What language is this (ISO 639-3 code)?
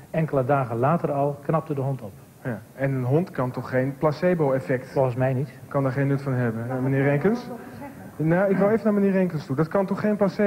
nld